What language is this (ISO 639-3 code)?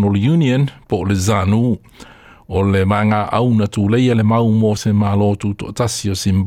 smo